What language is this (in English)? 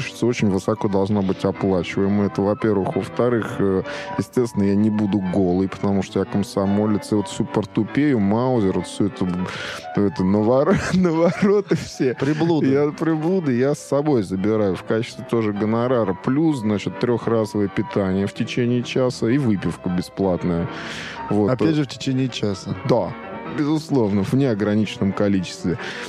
Russian